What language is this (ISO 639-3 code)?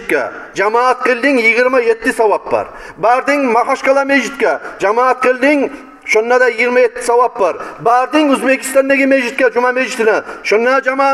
kum